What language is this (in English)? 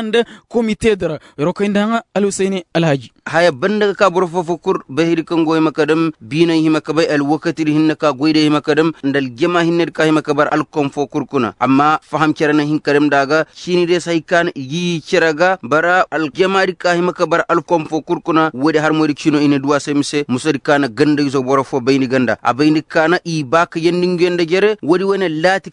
Koyraboro Senni